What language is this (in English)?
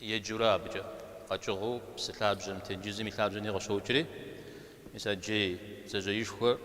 Kabardian